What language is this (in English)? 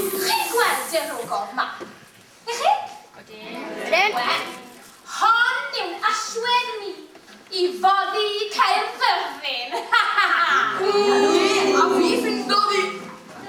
Welsh